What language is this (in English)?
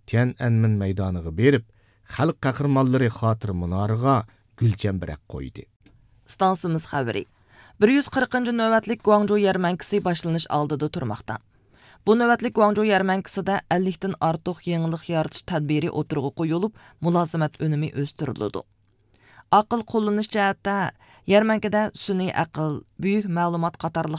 Uyghur